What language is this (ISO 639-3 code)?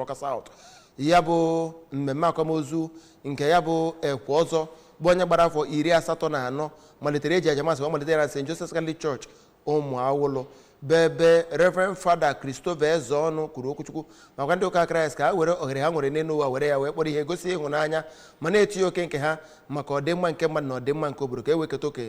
ibo